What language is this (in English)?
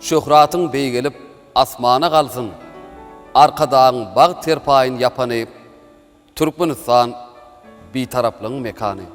Turkmen